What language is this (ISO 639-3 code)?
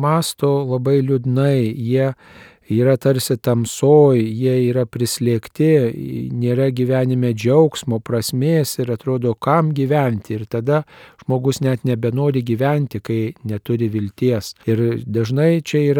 lit